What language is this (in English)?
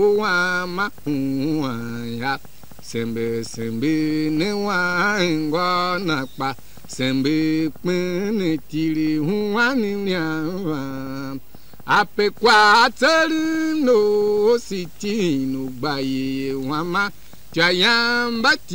Tiv